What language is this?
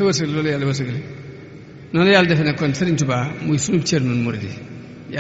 Wolof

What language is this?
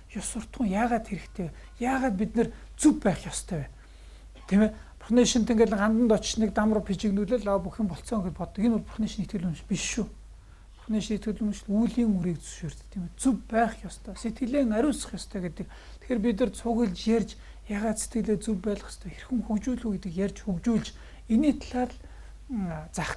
Mongolian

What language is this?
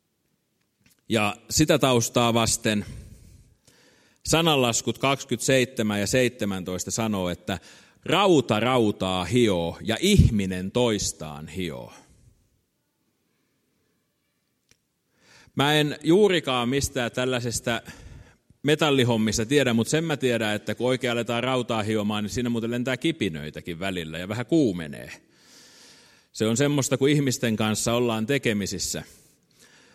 Finnish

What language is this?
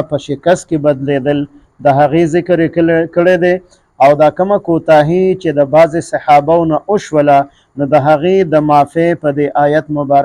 Pashto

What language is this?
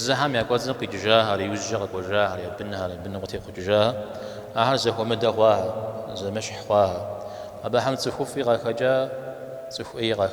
Kabardian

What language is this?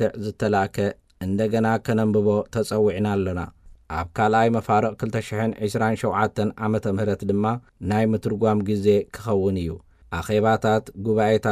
Tigrinya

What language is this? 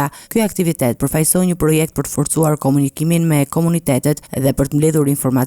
Albanian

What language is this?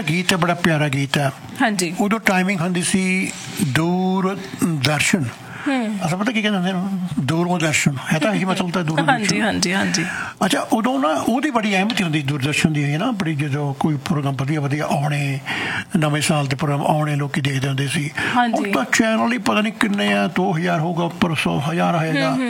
Punjabi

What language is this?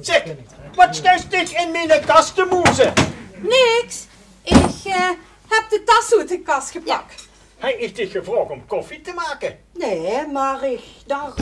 Limburgish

